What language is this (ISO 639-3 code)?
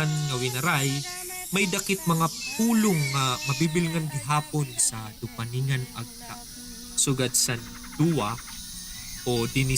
war